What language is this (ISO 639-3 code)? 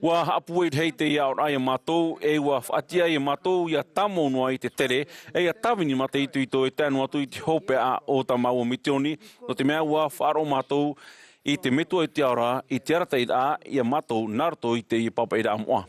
tah